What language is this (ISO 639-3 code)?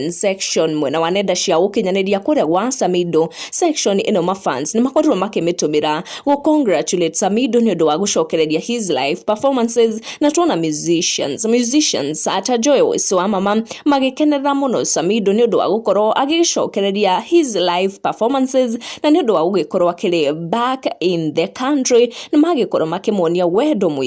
kik